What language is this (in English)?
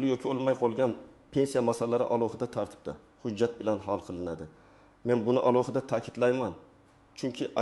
Uzbek